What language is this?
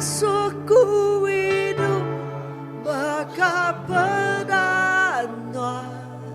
Iban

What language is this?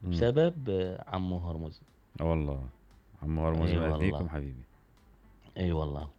Mesopotamian Arabic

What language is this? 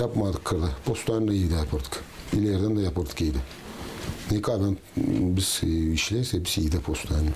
Gagauz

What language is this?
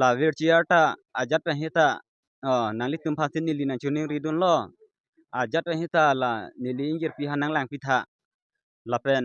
Karbi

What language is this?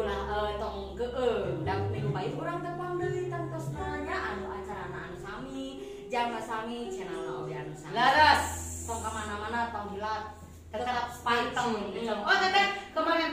Sundanese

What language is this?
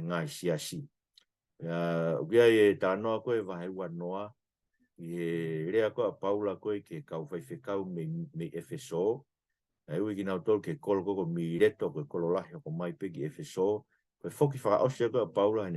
Tongan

